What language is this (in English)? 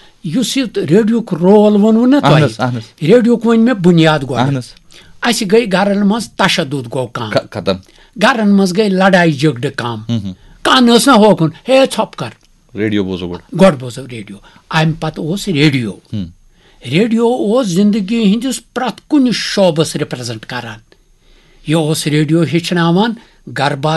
Kashmiri